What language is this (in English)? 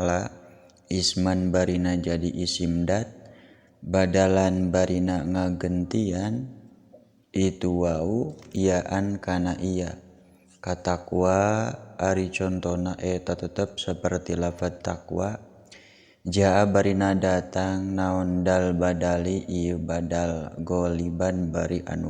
Sundanese